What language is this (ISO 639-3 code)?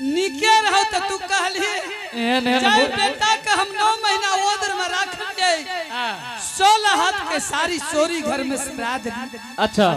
anp